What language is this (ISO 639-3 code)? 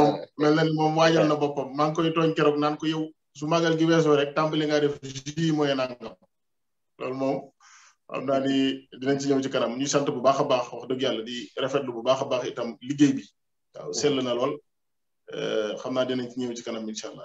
wol